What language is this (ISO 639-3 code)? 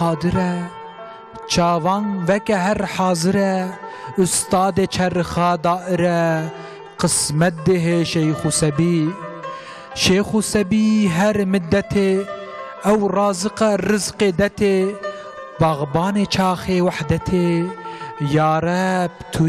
kur